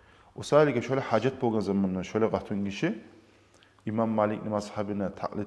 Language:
Kumyk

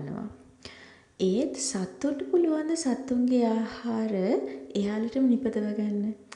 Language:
Sinhala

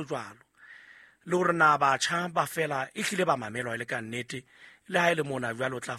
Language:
Southern Sotho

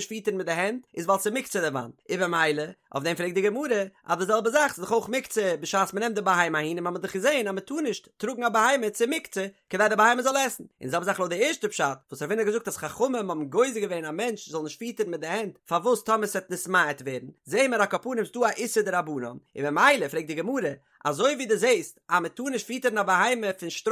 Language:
Yiddish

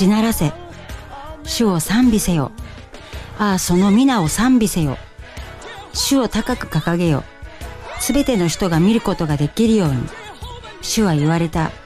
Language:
Japanese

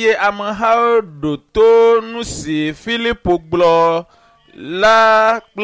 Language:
Ewe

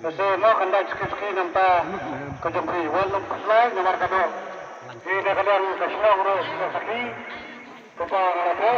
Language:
Khasi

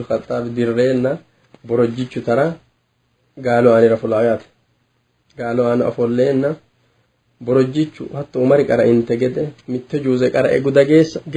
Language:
Sidamo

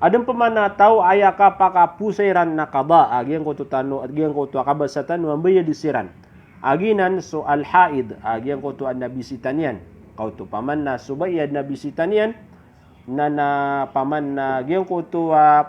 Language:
Maranao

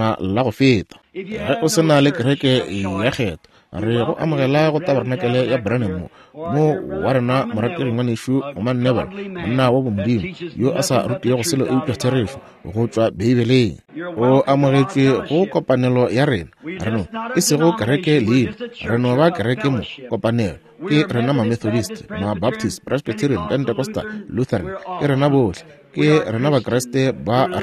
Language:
Northern Sotho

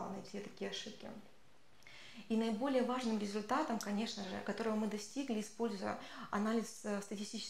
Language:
Russian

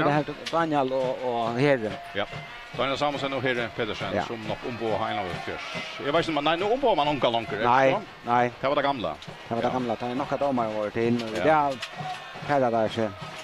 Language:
Faroese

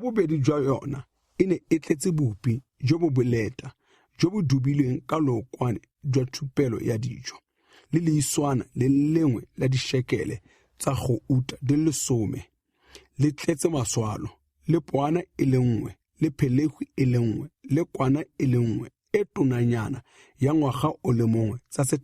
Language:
Tswana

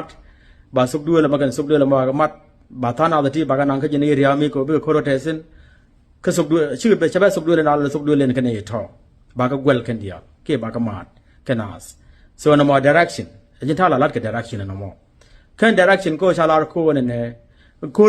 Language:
Nuer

